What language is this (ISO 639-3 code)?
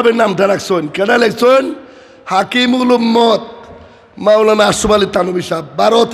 syl